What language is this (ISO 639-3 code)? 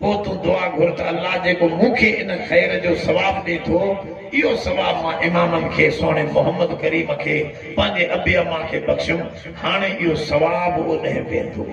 snd